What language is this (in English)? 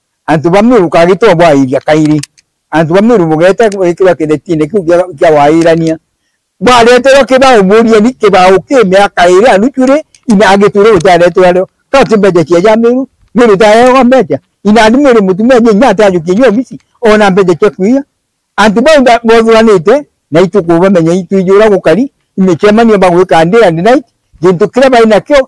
Meru